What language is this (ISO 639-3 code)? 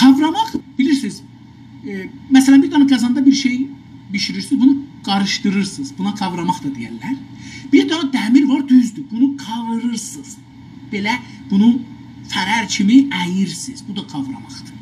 azb